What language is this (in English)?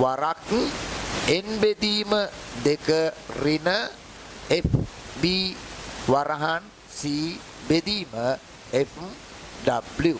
Sinhala